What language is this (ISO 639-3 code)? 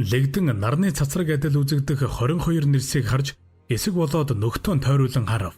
mon